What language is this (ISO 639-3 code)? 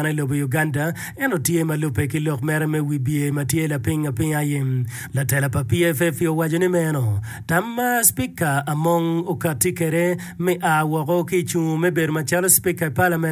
ach